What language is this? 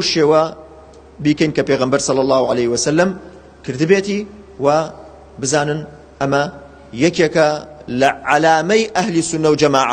Central Kurdish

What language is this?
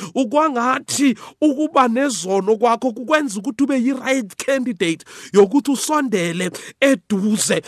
South Ndebele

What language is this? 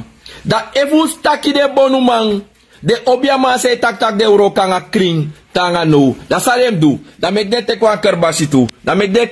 Sranan Tongo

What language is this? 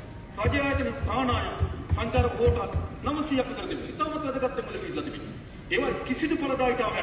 Sinhala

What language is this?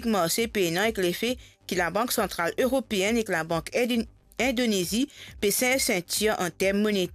Morisyen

